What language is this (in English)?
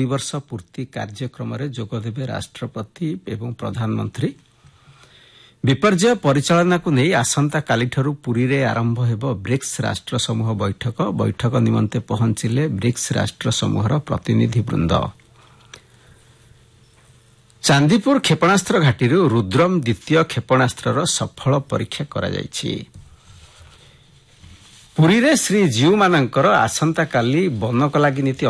Odia